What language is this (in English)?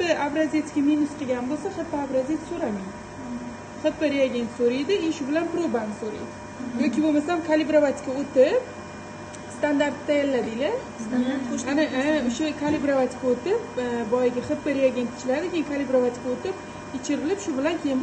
Uzbek